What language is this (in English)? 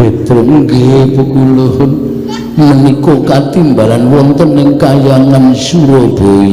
Javanese